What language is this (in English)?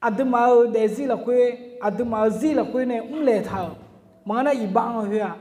Akha